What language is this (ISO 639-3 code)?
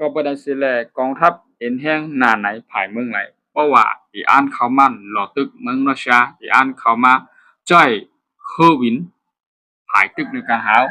shn